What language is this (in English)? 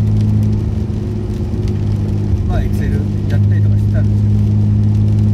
Japanese